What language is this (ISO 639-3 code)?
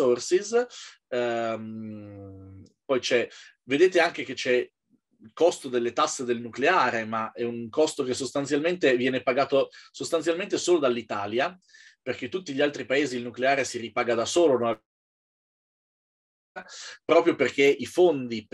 ita